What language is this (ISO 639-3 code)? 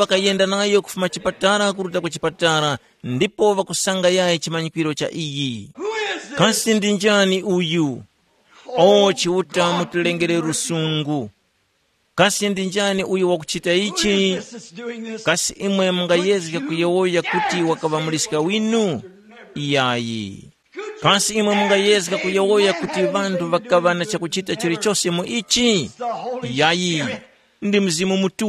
tum